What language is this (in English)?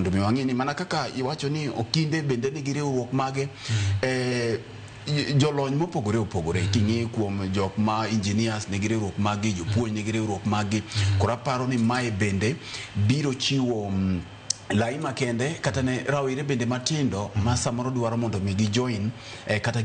Luo (Kenya and Tanzania)